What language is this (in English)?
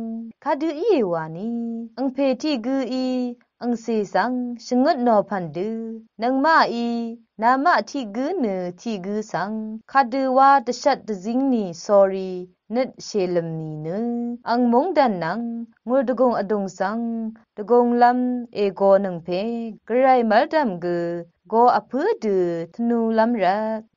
Rawang